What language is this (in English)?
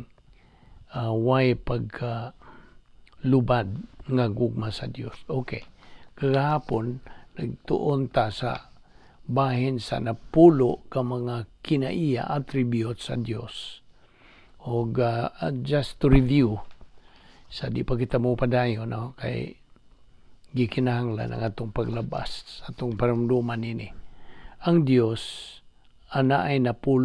Cebuano